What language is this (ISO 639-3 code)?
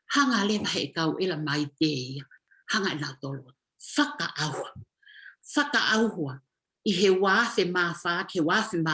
ton